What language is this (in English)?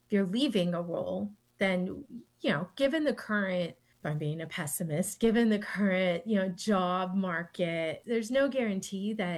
English